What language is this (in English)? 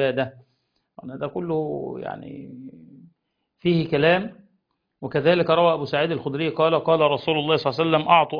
Arabic